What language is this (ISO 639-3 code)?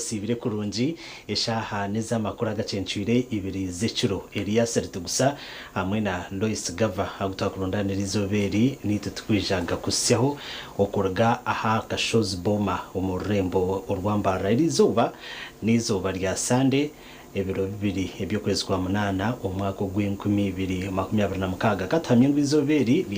nyn